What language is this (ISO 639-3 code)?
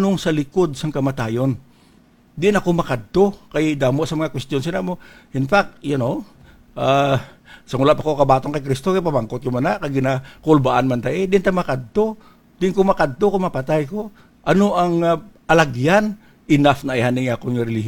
hil